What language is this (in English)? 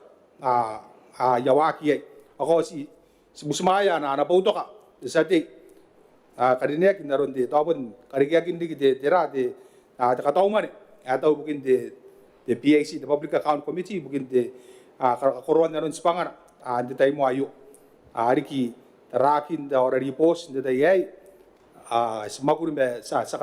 Gilbertese